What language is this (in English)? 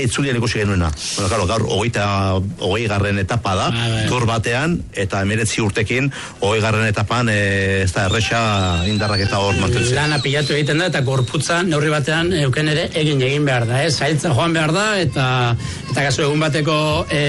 Basque